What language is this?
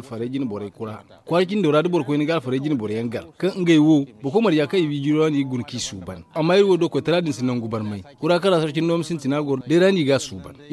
Zarma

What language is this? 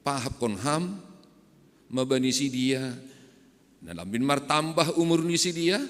Batak Simalungun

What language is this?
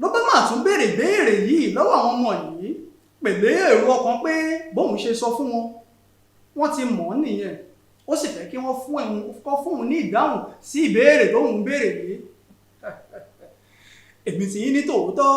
Yoruba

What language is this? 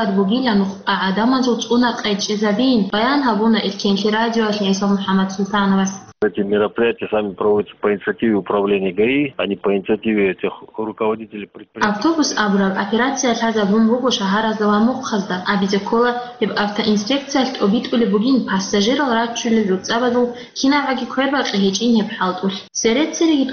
Avaric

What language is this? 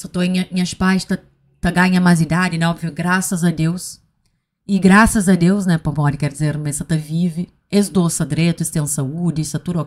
Kabuverdianu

